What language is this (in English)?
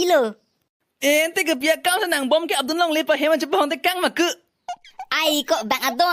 Karbi